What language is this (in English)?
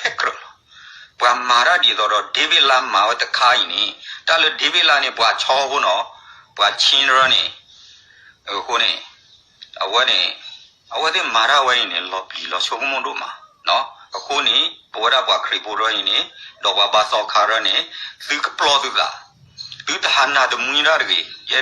S'gaw Karen